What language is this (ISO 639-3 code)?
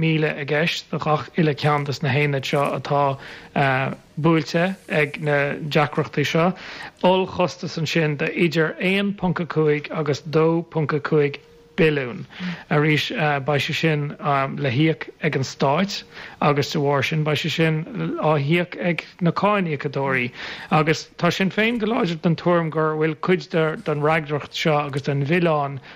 gle